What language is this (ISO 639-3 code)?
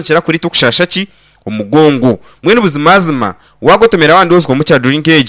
nyn